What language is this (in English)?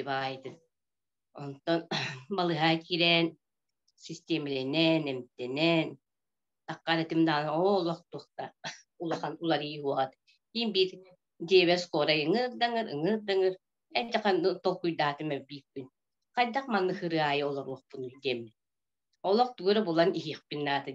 Yakut